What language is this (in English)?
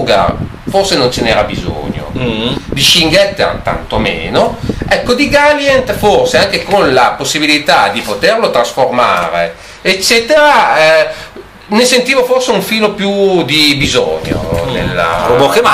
Italian